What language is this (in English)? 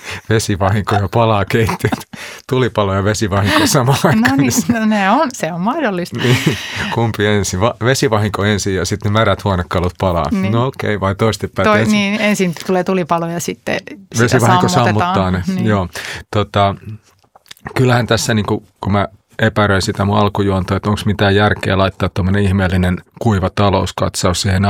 Finnish